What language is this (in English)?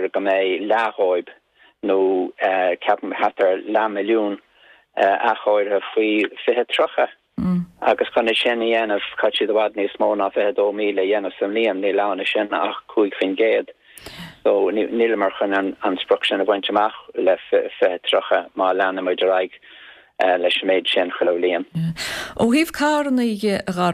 Irish